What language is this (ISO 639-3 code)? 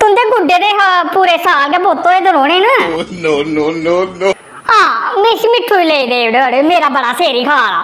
doi